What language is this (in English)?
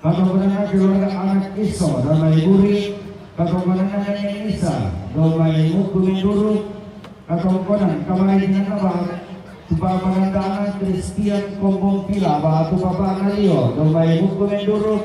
Toraja-Sa'dan